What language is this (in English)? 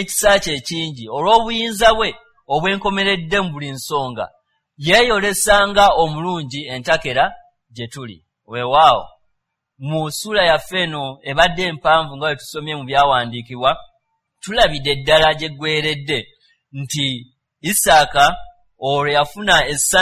Ganda